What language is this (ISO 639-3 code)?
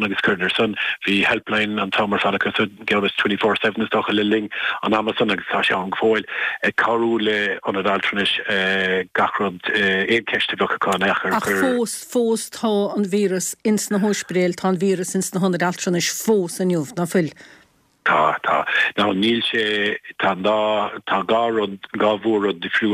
gle